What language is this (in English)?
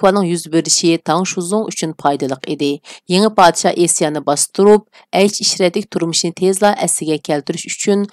Uyghur